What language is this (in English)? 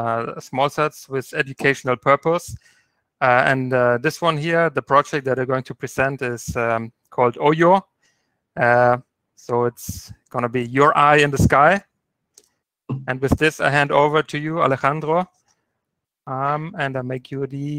English